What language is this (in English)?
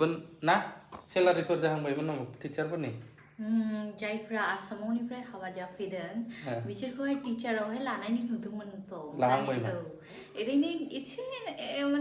Bodo